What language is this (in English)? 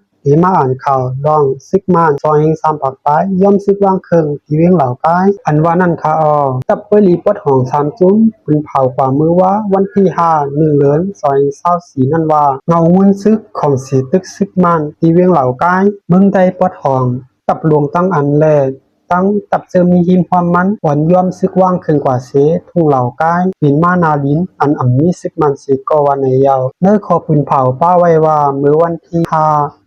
Shan